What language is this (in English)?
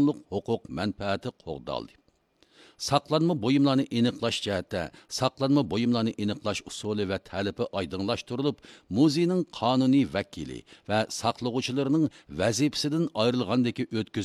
Uyghur